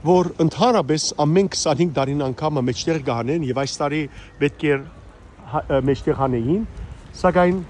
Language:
Western Armenian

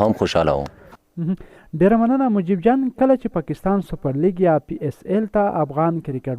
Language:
Pashto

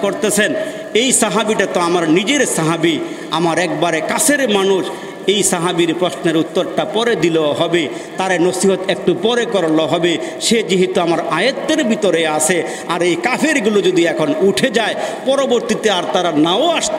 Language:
Bangla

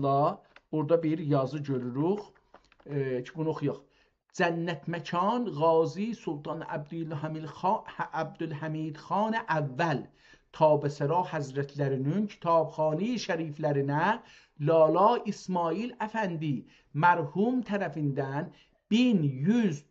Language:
South Azerbaijani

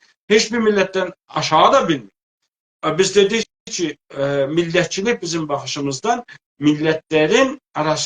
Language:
South Azerbaijani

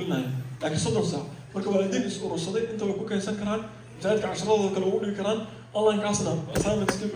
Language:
Somali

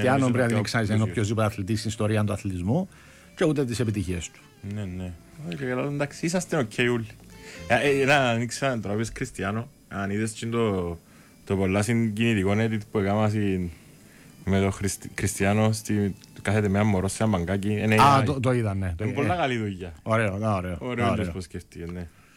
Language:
Greek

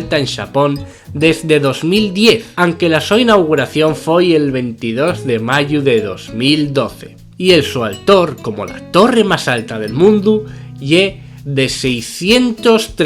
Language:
Asturian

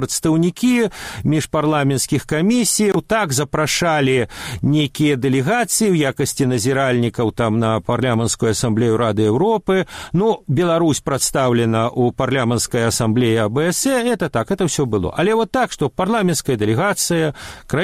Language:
Belarusian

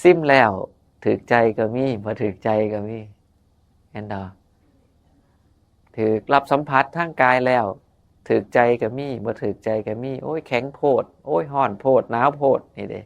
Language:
Northeastern Thai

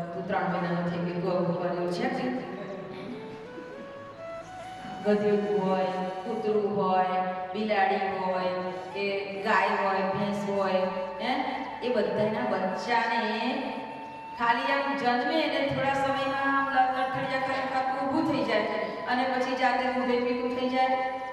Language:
Gujarati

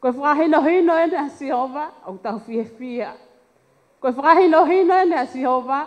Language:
Tongan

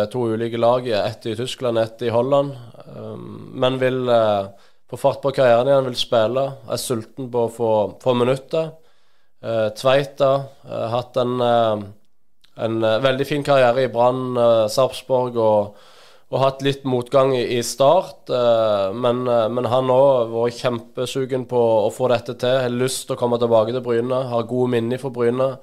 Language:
Norwegian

